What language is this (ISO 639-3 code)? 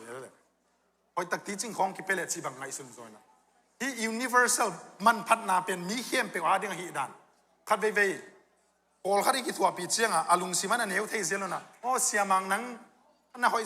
ctd